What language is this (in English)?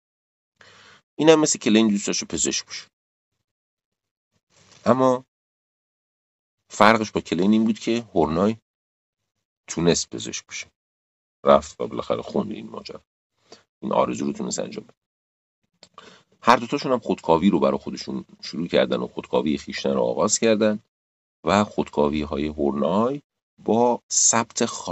Persian